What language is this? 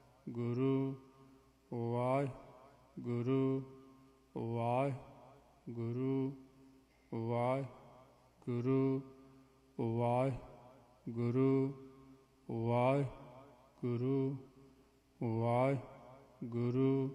Punjabi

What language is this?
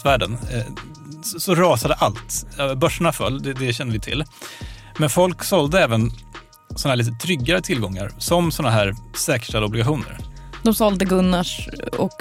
Swedish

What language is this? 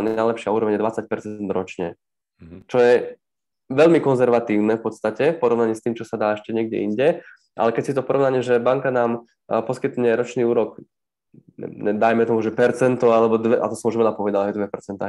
Slovak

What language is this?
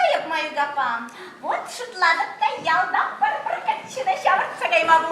Chuvash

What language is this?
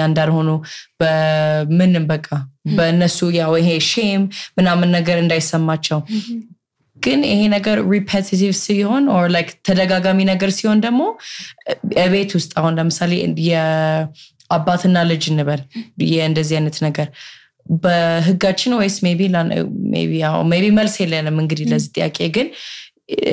Amharic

